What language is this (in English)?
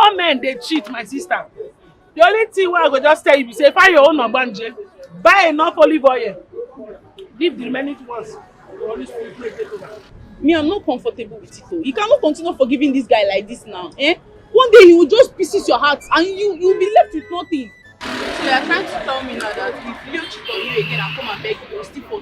Nigerian Pidgin